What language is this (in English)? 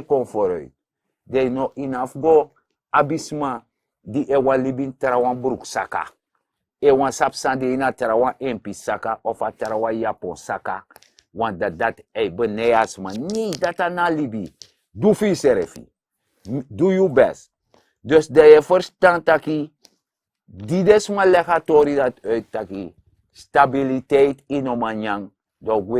Sranan Tongo